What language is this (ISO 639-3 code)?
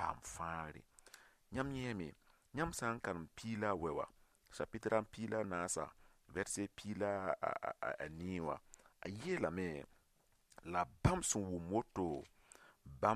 mos